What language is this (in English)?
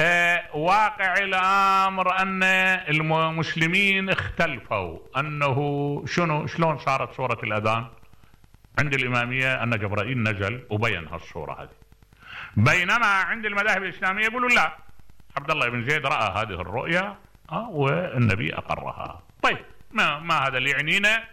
Mesopotamian Arabic